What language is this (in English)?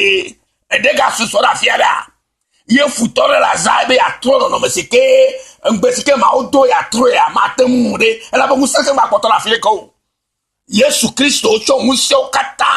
Ewe